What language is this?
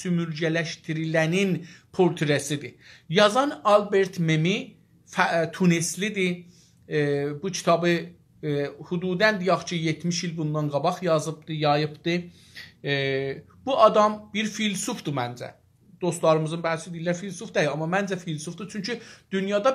South Azerbaijani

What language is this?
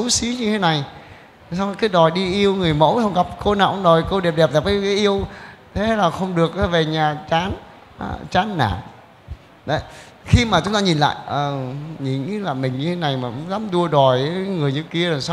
Vietnamese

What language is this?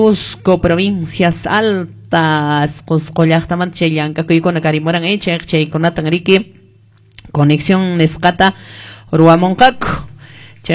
Quechua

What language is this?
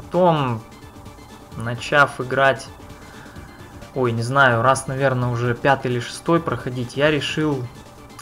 Russian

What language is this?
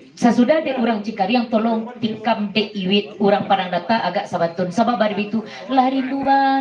Minangkabau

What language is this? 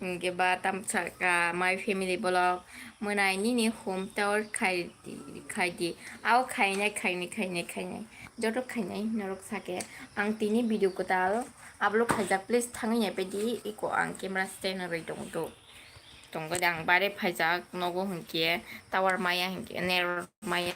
Kok Borok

